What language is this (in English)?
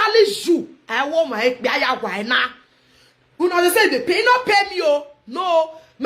Nigerian Pidgin